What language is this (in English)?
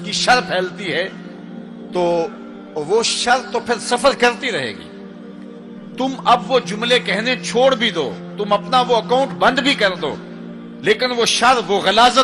Urdu